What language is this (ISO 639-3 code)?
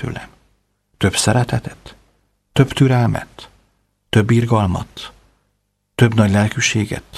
hun